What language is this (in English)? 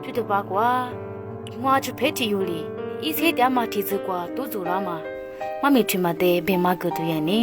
Lisu